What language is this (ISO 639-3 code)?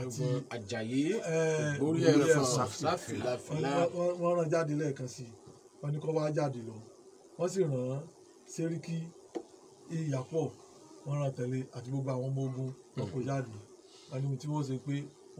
yor